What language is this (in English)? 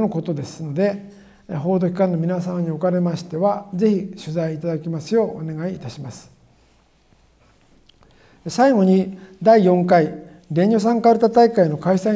Japanese